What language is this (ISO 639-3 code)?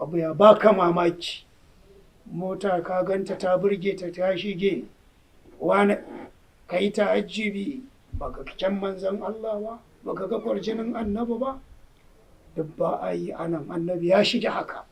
hau